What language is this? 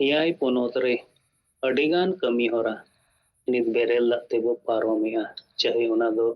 Santali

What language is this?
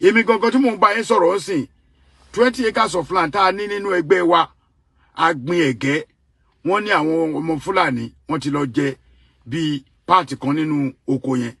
Yoruba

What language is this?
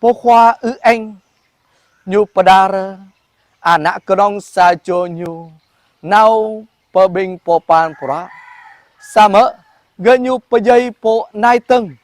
Jarai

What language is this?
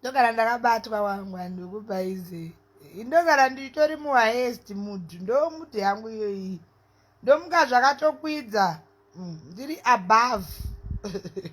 Shona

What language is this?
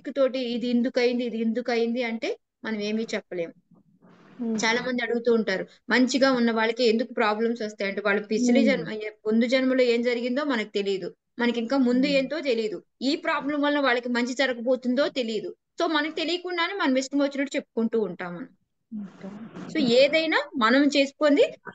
Telugu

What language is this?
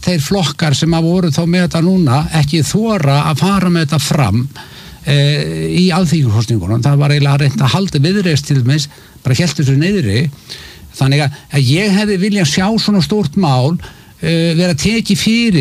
Icelandic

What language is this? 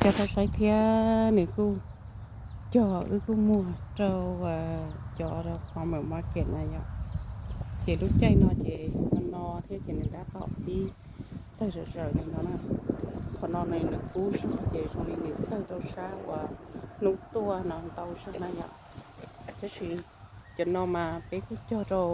Hmong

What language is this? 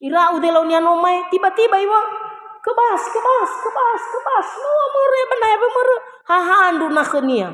Nias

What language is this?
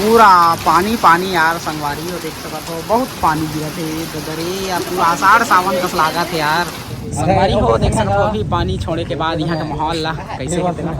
Chhattisgarhi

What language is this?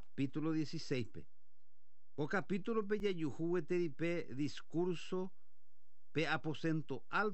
Guarani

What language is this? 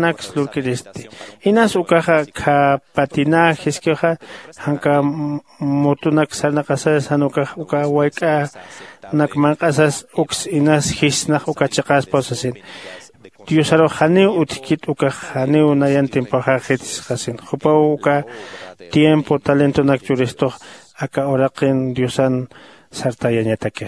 Aymara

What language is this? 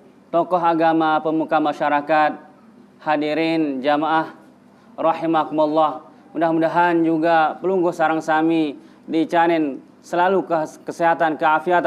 Sasak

